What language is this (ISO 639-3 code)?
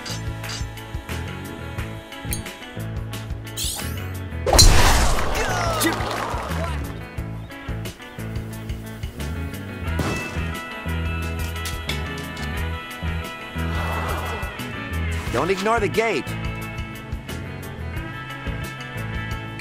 eng